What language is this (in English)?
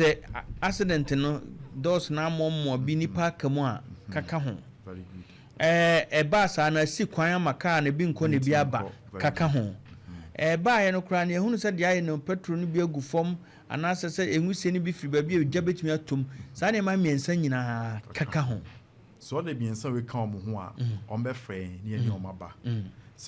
Akan